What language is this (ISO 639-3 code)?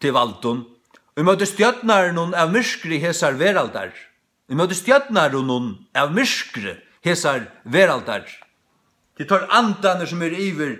fao